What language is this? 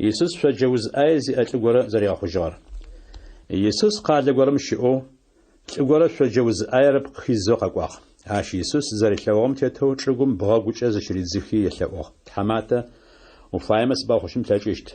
Adyghe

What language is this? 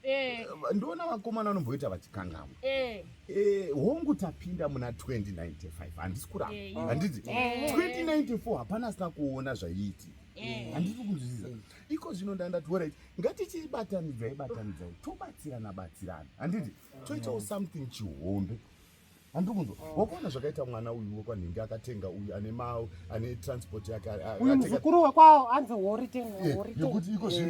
Shona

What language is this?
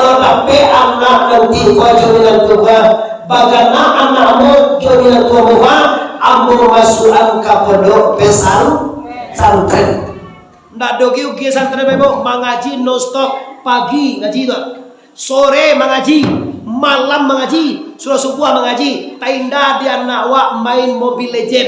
Minangkabau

